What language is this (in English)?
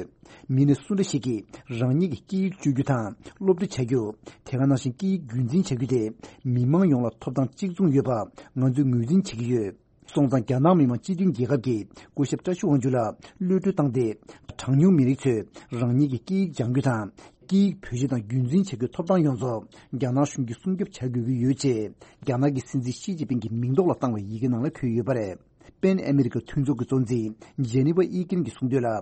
Tibetan